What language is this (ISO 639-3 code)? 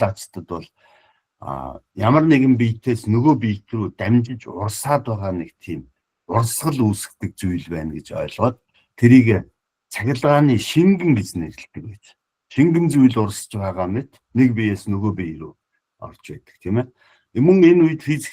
mon